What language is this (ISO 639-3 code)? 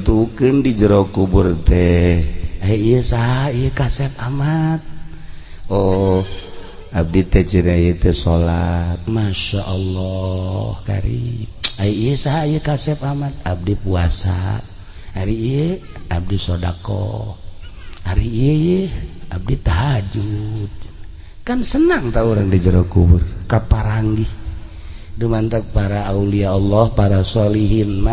sun